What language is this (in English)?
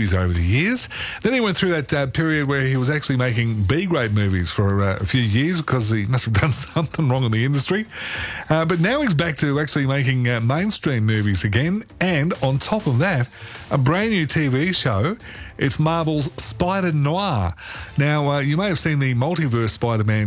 English